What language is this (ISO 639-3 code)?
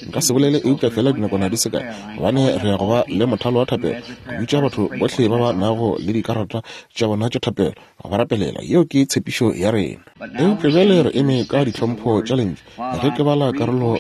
nso